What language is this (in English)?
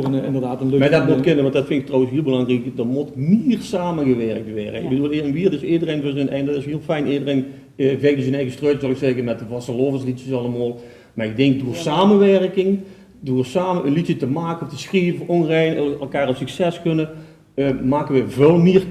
Limburgish